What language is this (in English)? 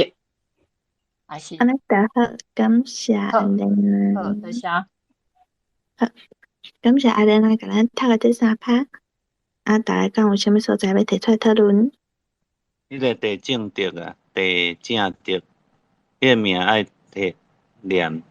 Min Nan Chinese